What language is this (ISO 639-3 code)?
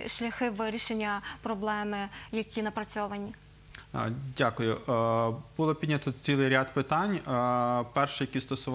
ukr